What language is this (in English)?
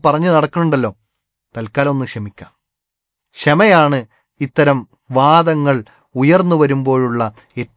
Malayalam